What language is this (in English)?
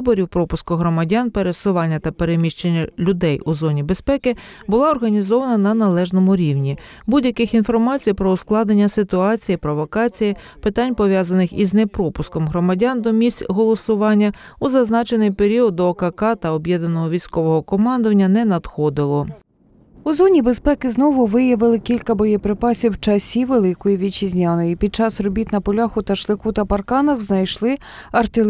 Ukrainian